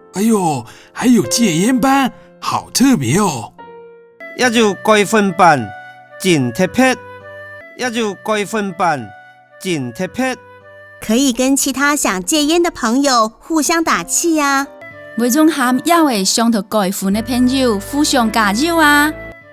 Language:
Hakka Chinese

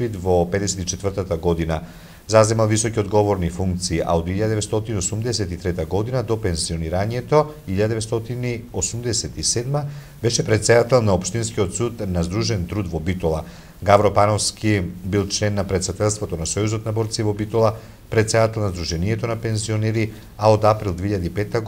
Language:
Macedonian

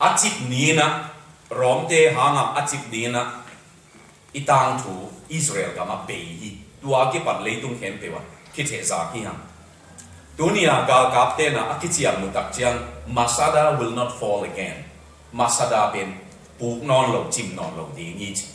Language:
Tedim Chin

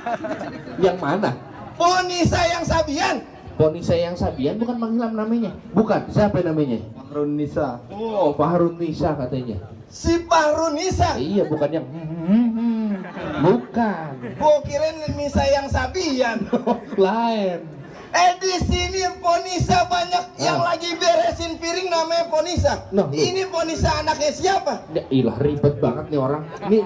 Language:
Betawi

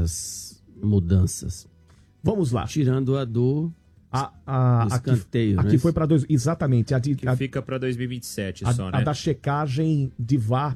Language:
Portuguese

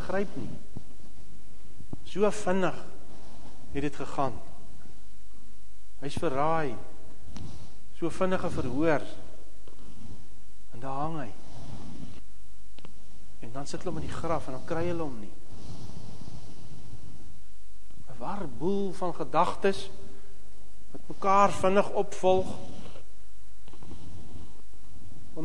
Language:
Afrikaans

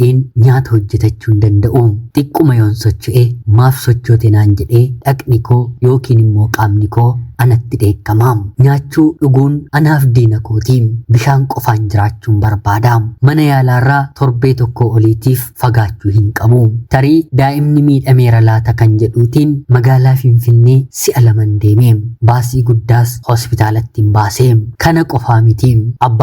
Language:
Oromo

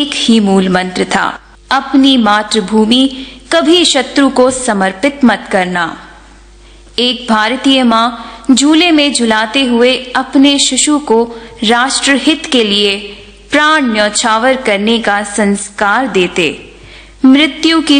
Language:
Hindi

